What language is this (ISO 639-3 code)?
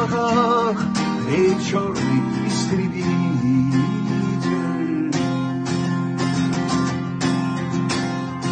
rus